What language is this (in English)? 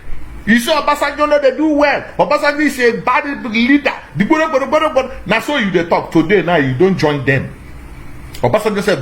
Nigerian Pidgin